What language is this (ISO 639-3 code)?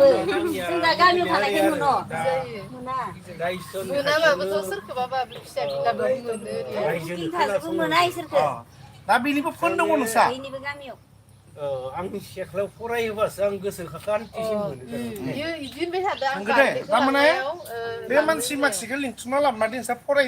brx